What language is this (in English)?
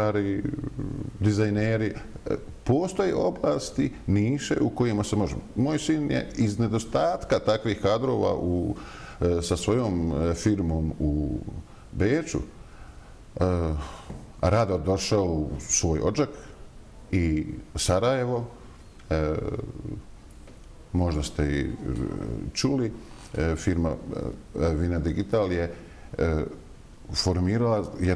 Bosnian